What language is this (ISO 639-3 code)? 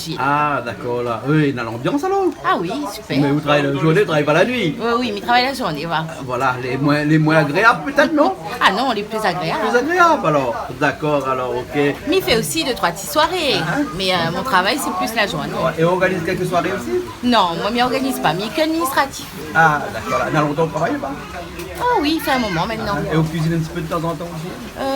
rcf